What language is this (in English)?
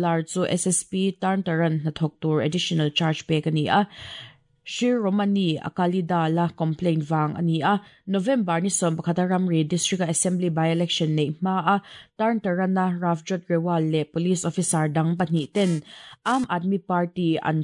Mizo